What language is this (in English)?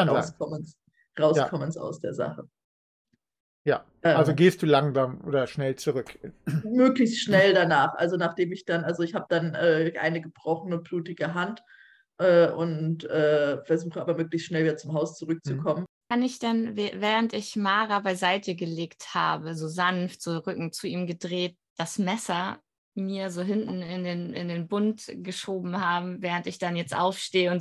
German